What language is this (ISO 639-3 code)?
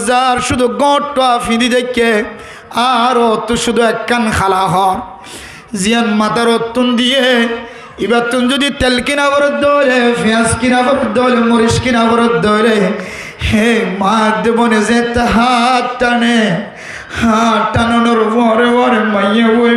rhg